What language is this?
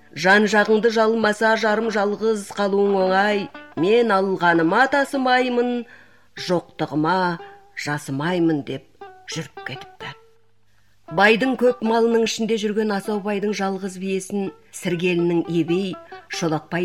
Kazakh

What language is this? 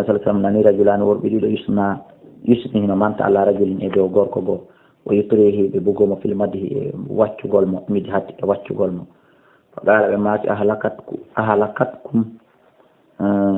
Fula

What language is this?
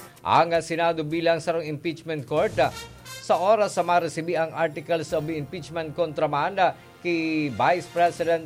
Bikol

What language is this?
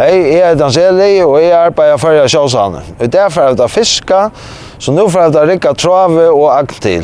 Faroese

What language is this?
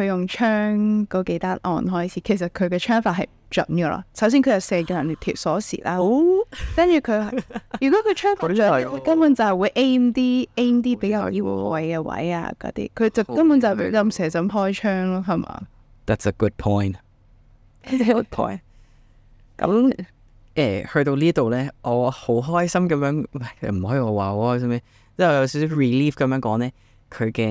Cantonese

